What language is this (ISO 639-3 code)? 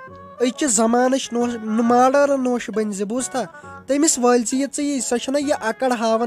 kas